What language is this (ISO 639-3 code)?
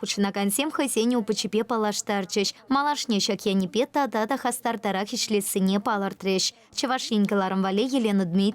chv